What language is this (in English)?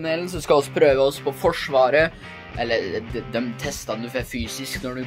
Norwegian